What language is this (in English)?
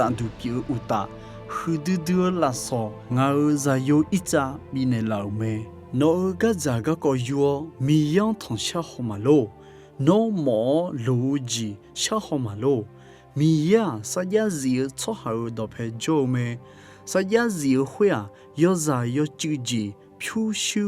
Akha